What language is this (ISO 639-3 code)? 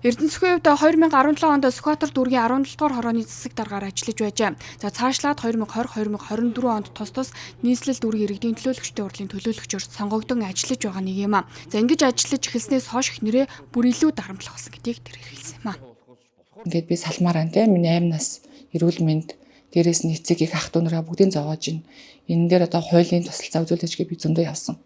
mon